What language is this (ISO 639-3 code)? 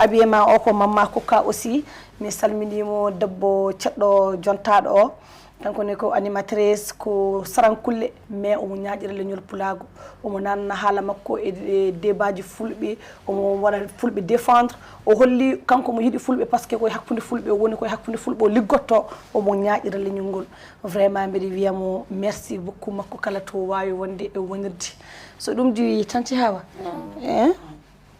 ful